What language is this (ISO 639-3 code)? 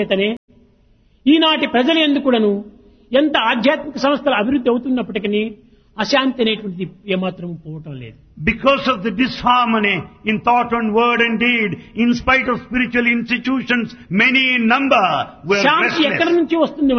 tel